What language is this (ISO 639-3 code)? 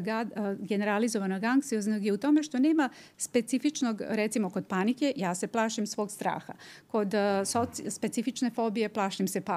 srp